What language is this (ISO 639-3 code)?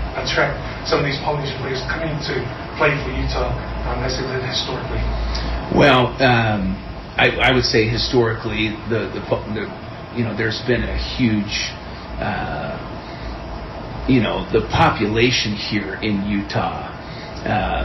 eng